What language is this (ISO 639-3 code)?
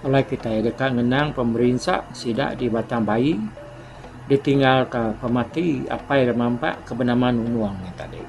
iba